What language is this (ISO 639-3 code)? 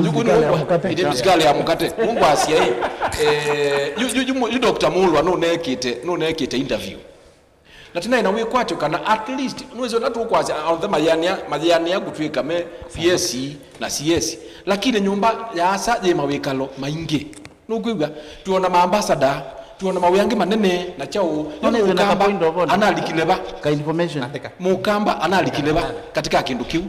kam